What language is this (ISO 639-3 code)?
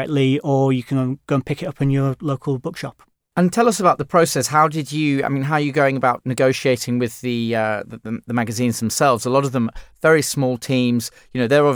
eng